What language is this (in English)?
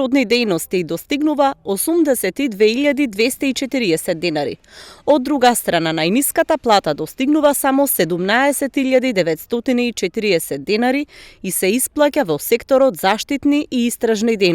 Macedonian